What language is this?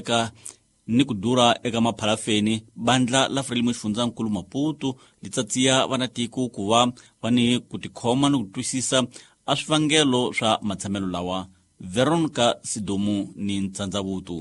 Tsonga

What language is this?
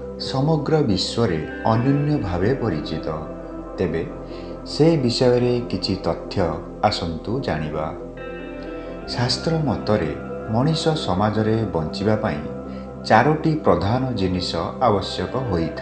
Odia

